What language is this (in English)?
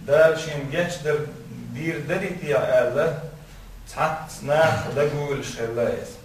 Chechen